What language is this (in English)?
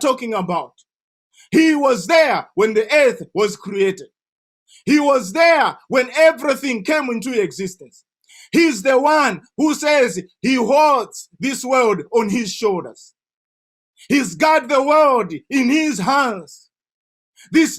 English